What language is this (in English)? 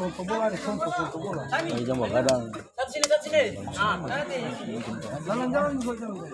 Ambonese Malay